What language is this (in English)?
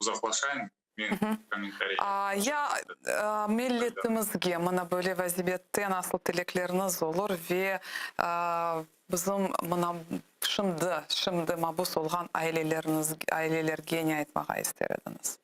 Crimean Tatar